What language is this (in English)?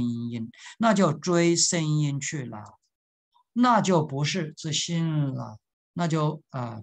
Chinese